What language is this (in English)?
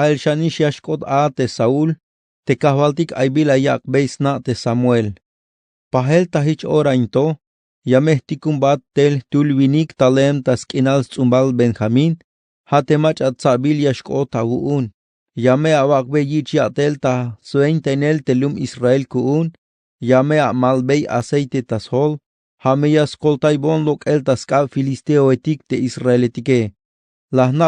Tzeltal